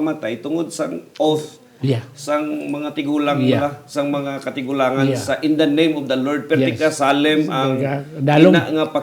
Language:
Hiligaynon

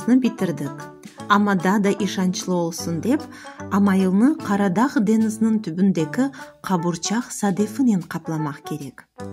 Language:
Crimean Tatar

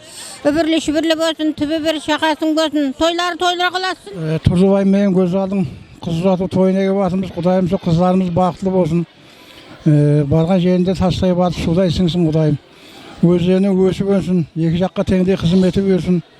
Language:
Kara-Kalpak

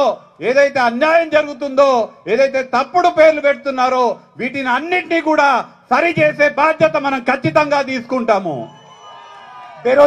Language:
Telugu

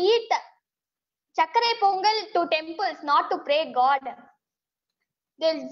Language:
English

